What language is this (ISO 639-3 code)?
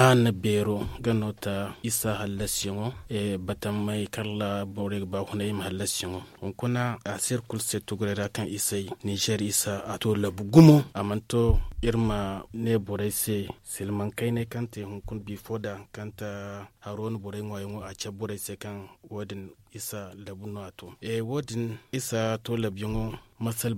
dje